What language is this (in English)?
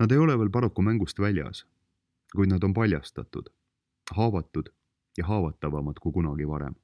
Estonian